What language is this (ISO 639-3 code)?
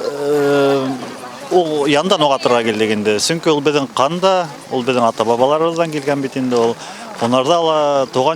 bak